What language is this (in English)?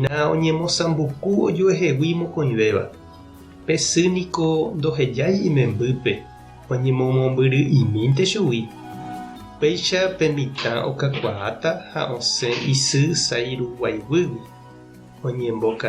Guarani